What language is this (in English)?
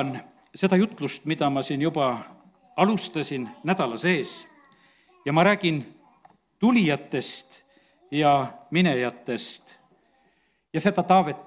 Estonian